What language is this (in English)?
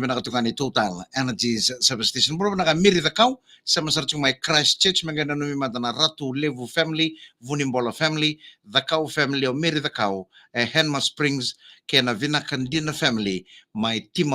Fijian